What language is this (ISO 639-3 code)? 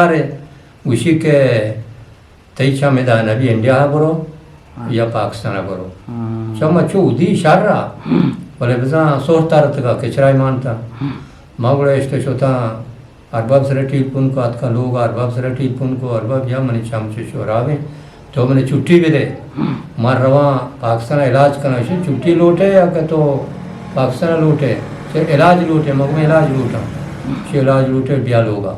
bgp